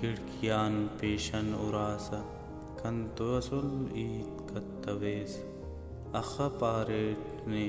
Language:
Brahui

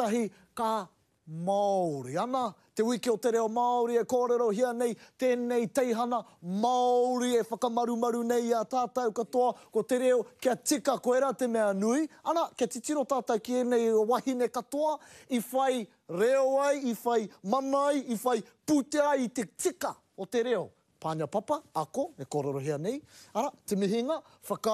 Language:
Māori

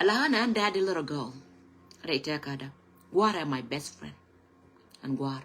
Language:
Nuer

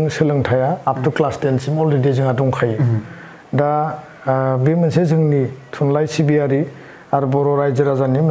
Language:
Bodo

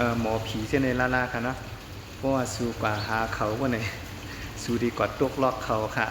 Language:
Shan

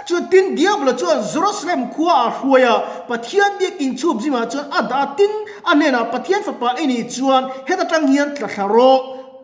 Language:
Mizo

